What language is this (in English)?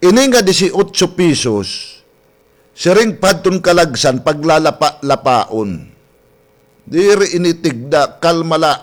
Waray